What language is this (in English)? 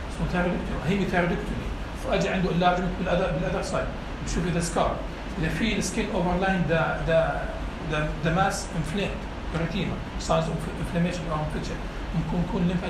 North Levantine Arabic